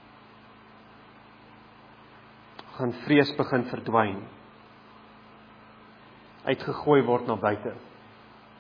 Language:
Afrikaans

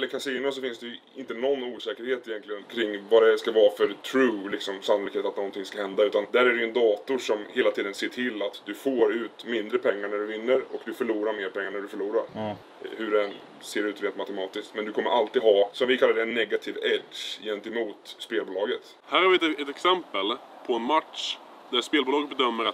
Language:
Swedish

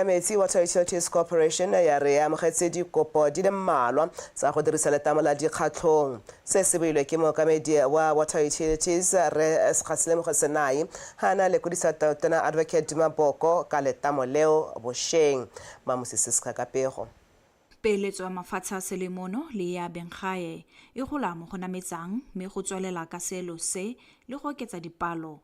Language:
Tswana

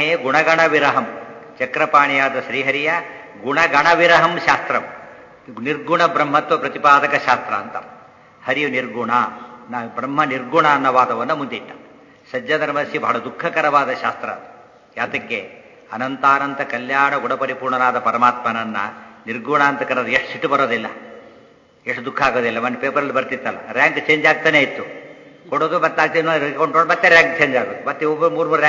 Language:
Kannada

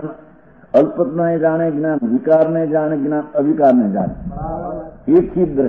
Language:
Gujarati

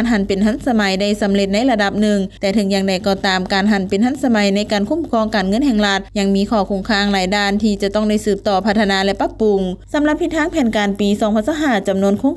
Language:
Lao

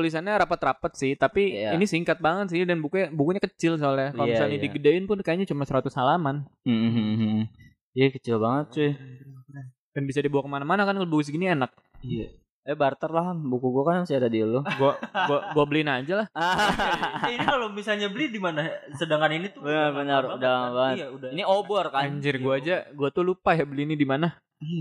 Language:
Indonesian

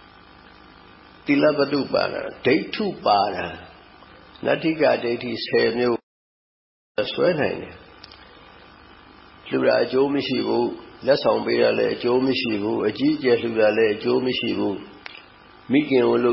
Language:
Burmese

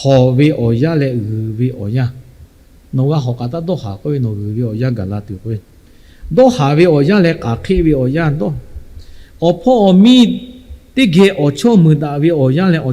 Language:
Lahu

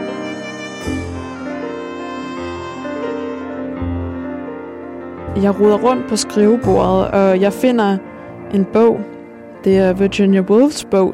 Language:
Danish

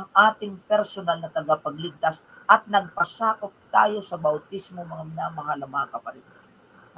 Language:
Filipino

